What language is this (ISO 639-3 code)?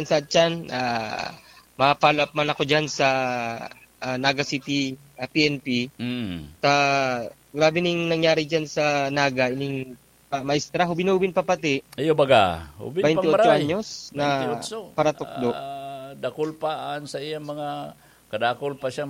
bik